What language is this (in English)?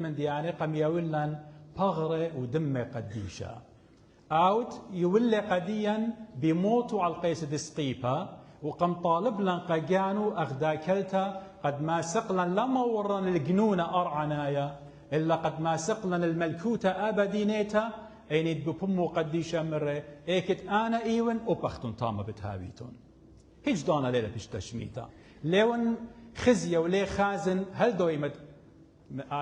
Assyrian Neo-Aramaic